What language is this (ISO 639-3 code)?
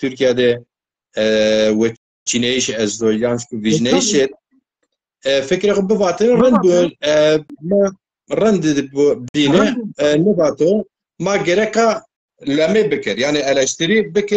zza